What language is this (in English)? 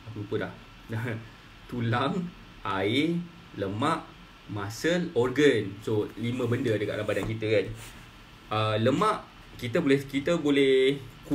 Malay